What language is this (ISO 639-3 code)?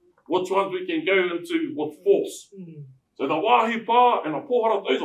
mri